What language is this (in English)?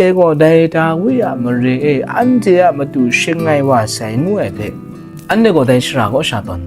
Kachin